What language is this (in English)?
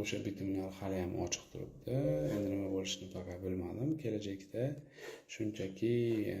Uzbek